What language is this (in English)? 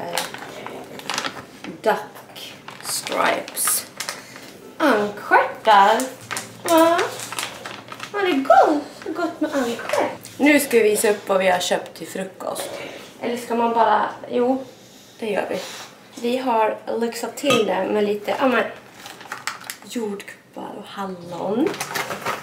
Swedish